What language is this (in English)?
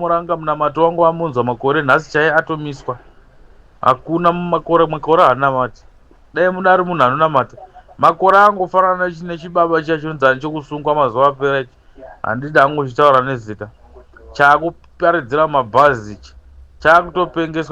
Shona